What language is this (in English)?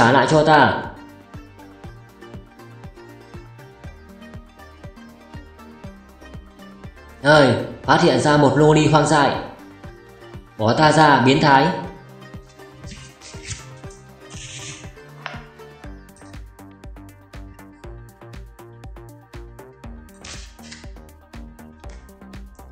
Vietnamese